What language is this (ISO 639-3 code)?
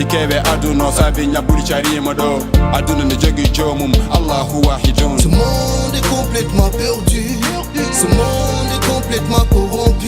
ful